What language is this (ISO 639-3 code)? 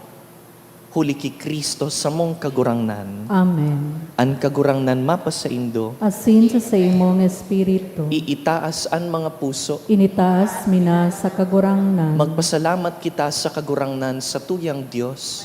bik